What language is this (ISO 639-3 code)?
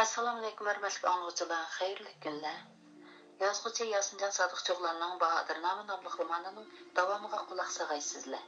uig